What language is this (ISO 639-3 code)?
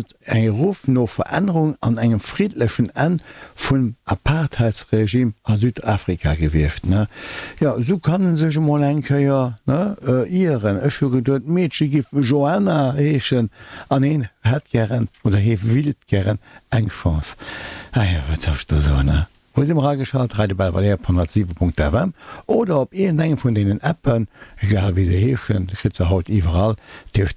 ltz